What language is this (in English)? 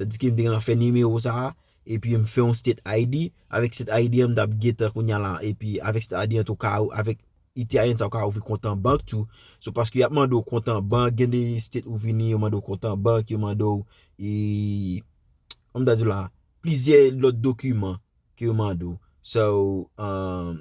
Haitian Creole